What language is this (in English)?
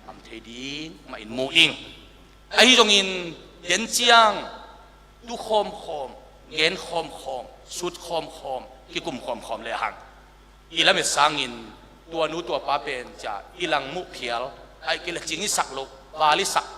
Tedim Chin